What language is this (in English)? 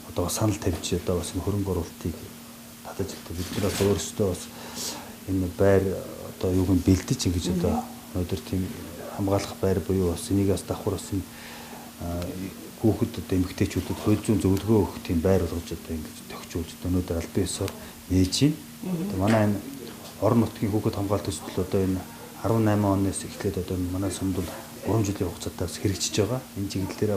Mongolian